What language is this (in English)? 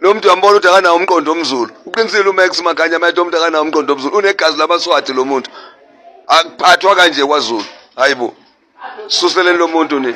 Zulu